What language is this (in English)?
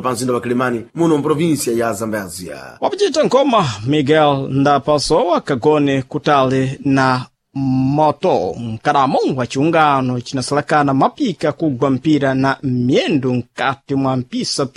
Sena